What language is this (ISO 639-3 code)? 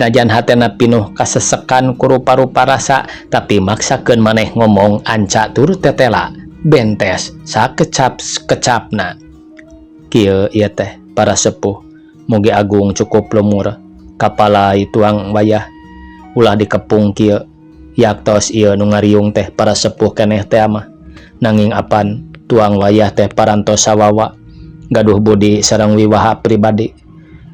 sun